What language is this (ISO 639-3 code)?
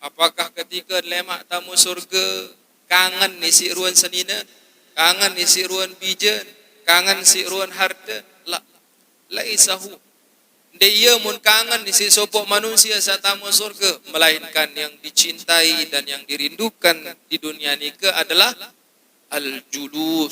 sas